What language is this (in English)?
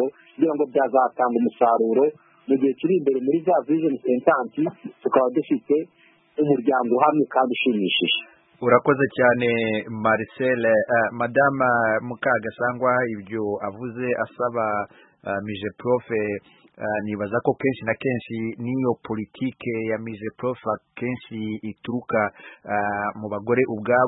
Kinyarwanda